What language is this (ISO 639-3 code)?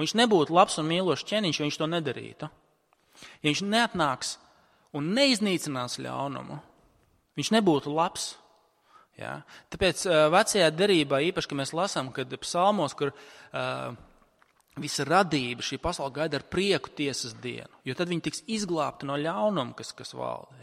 lav